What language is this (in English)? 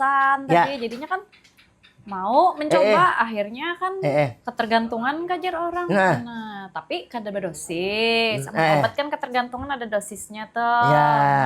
Banjar